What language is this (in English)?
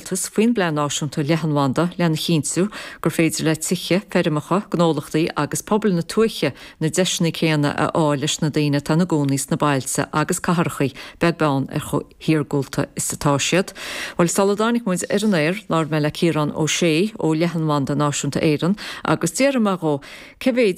Irish